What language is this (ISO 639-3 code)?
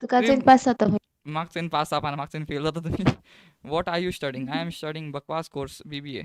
kok